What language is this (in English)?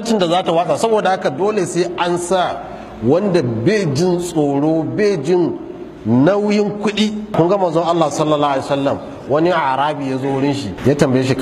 Hausa